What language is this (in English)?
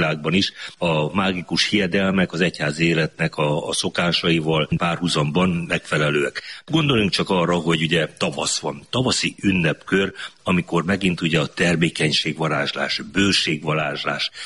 Hungarian